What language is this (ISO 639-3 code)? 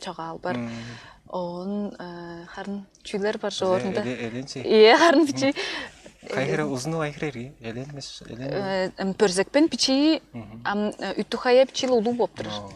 tyv